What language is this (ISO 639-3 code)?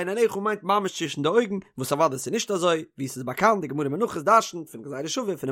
yid